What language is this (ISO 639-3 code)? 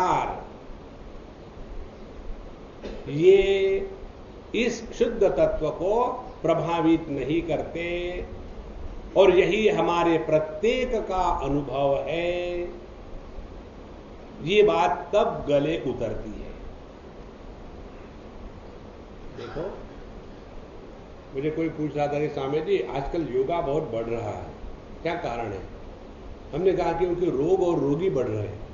hin